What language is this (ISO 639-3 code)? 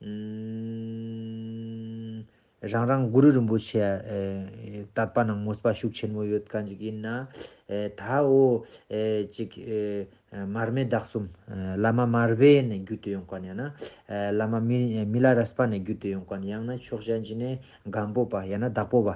lbj